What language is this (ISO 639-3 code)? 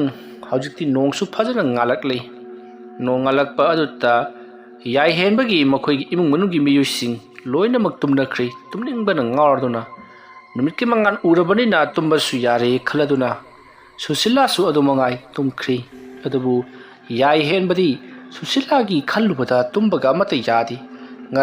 mni